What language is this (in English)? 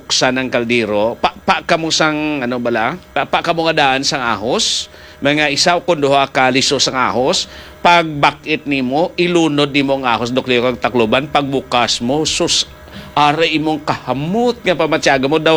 Hiligaynon